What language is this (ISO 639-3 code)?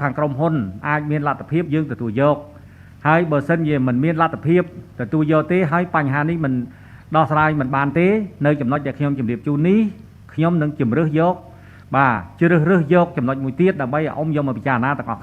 khm